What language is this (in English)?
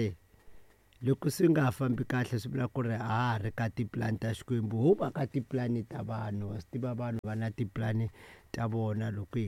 Tsonga